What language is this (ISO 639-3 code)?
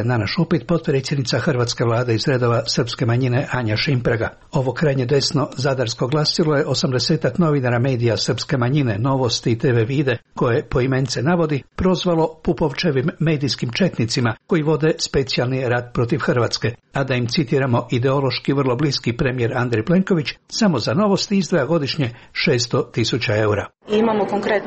hrv